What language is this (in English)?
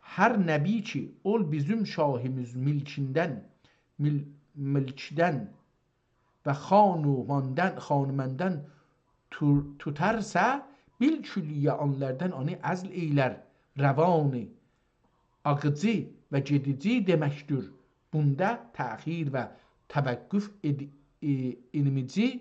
South Azerbaijani